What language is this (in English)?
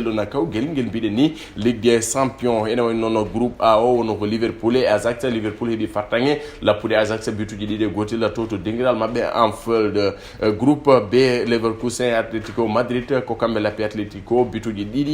Fula